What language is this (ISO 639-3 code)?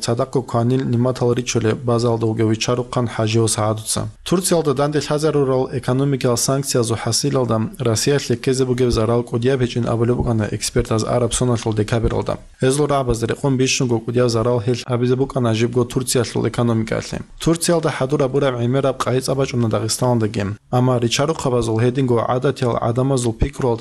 ava